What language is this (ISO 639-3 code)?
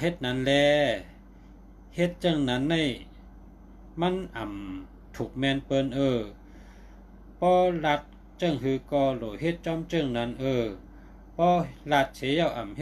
shn